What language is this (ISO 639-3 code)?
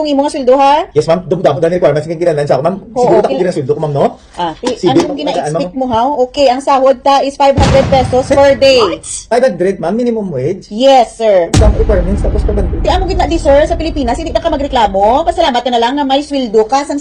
hil